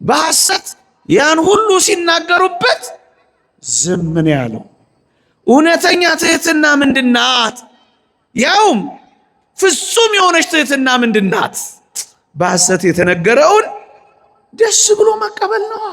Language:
Amharic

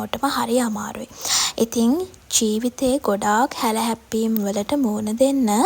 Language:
Sinhala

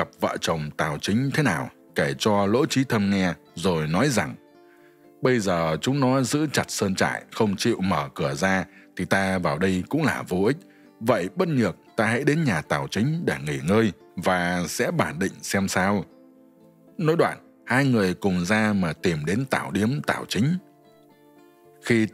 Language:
Vietnamese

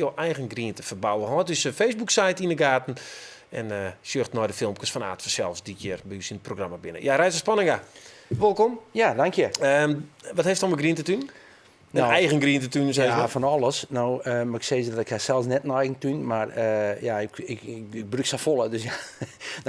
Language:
Western Frisian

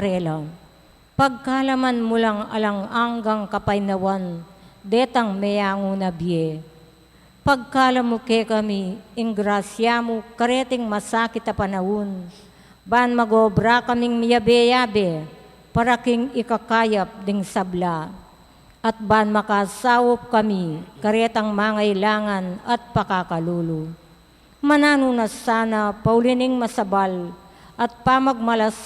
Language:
Pampanga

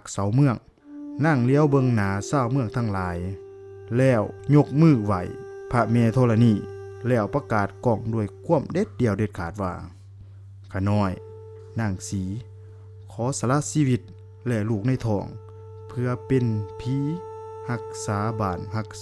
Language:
Lao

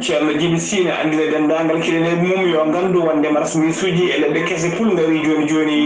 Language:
Fula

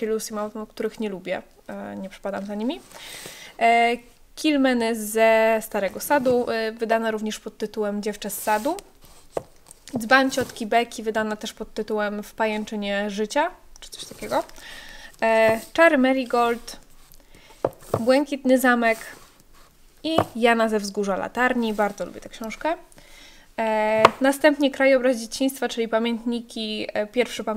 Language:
Polish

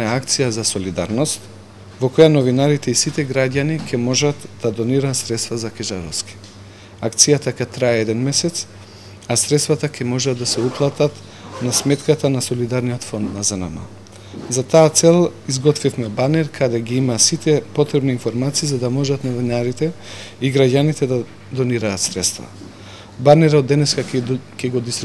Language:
Macedonian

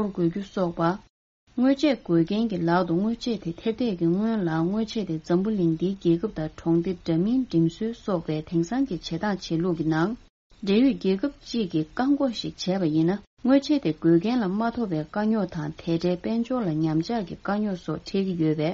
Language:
Tibetan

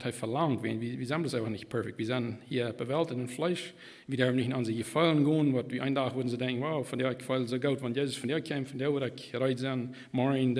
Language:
Plautdietsch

